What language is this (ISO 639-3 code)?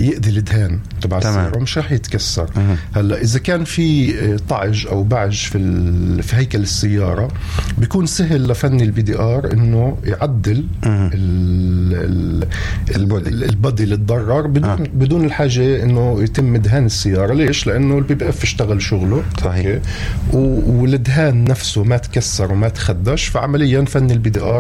apc